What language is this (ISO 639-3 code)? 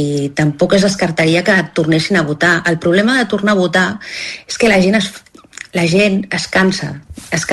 cat